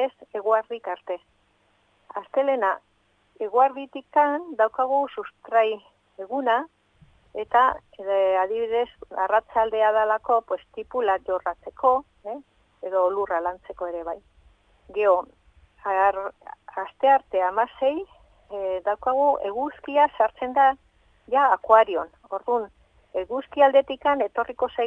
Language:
Basque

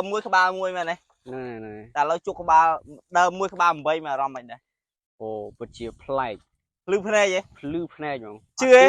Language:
Khmer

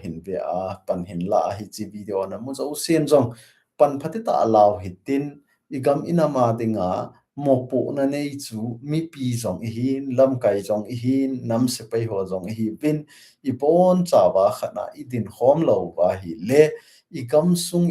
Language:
Thado Chin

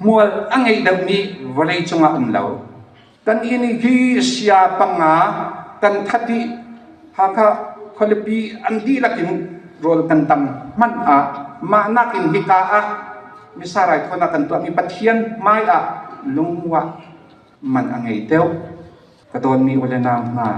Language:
Hakha Chin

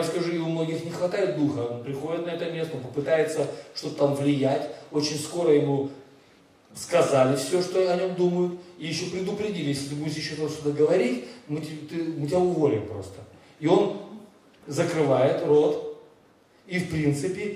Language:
Russian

